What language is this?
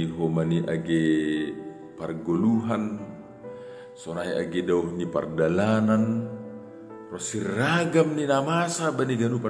Batak Simalungun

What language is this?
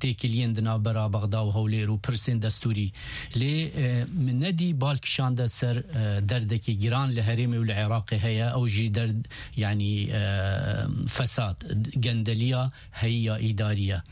Kurdish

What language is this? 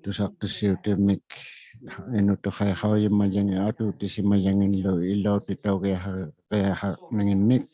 Inuktitut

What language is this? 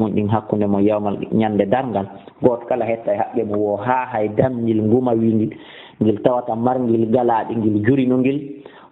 Fula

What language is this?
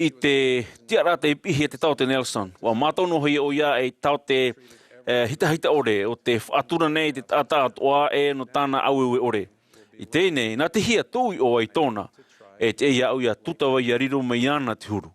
Tahitian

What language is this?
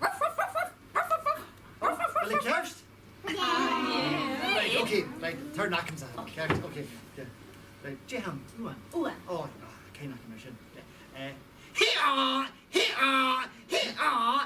Scottish Gaelic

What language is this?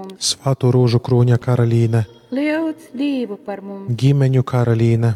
Latgalian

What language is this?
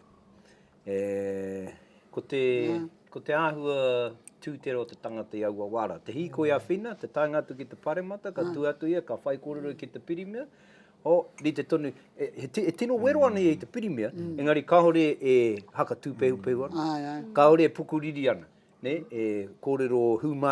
Māori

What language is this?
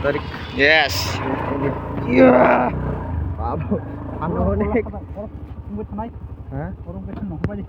Kok Borok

